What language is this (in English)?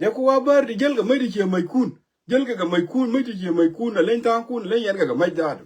Nuer